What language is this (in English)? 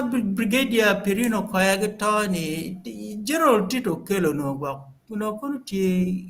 Acoli